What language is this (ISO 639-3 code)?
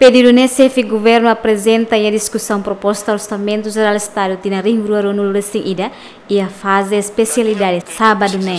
tet